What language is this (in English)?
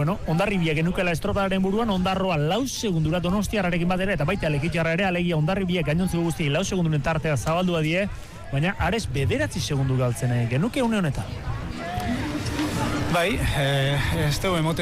Basque